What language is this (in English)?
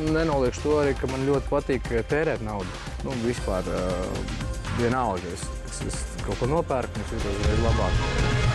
Latvian